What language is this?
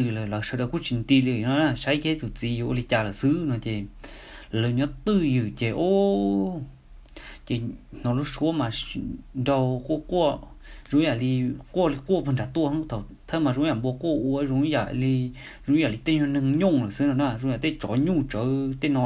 Hmong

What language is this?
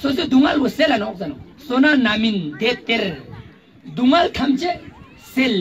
Ladakhi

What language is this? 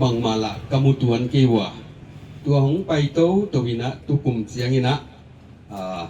Tedim Chin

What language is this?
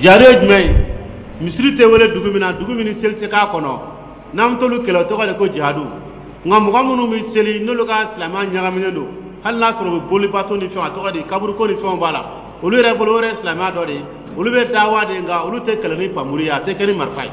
Dyula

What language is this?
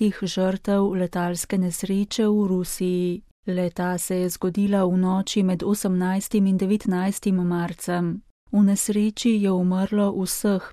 Slovenian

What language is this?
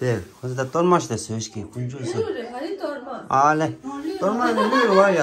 Tibetan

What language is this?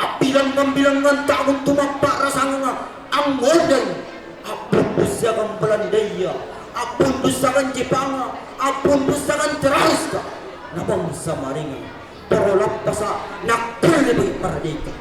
Makasar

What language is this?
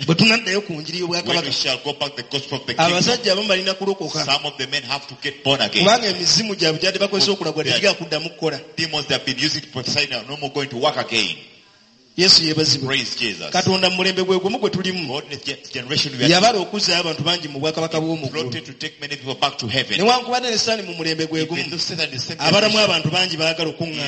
Ganda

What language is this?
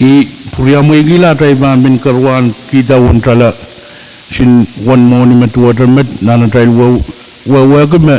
Pohnpeian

